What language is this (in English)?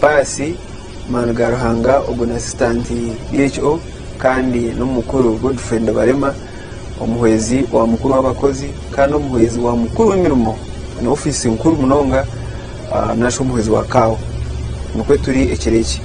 Nyankole